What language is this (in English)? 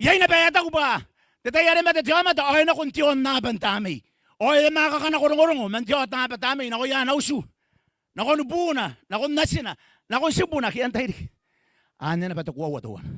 Gilbertese